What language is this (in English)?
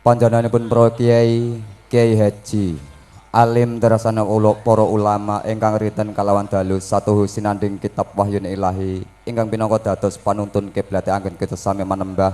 Javanese